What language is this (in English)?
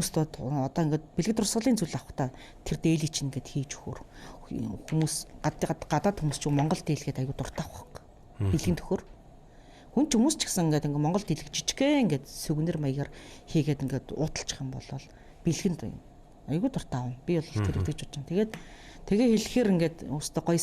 Mongolian